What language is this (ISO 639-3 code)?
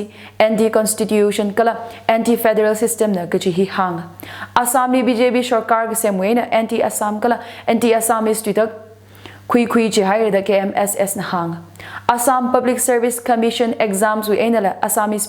nmf